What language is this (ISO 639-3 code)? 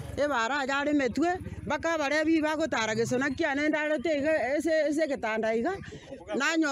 guz